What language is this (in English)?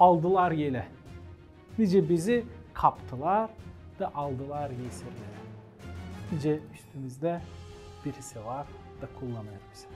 Gagauz